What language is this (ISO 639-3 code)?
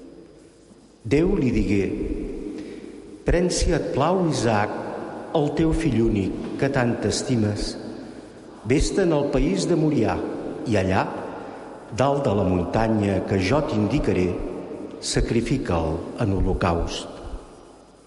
cat